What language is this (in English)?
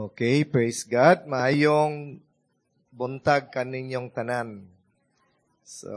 Cebuano